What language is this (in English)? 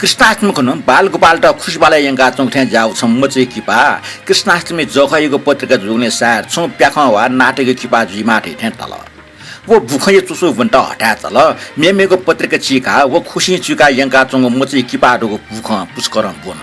Newari